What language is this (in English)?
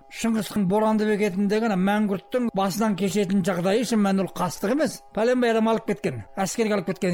Kazakh